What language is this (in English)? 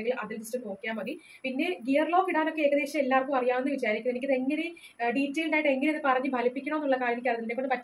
Malayalam